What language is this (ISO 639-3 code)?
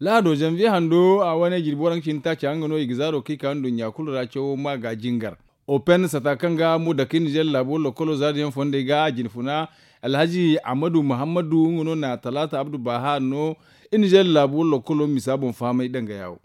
dje